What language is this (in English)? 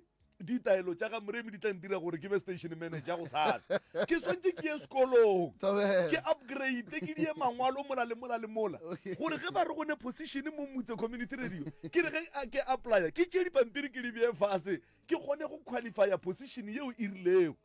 Northern Sotho